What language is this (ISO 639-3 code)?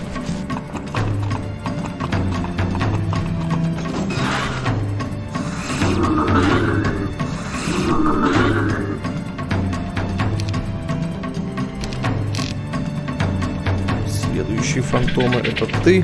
rus